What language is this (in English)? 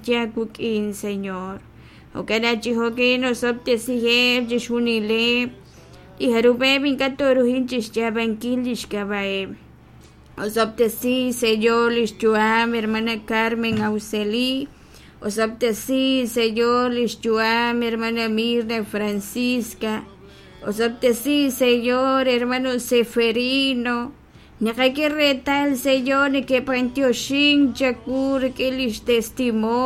Kekchí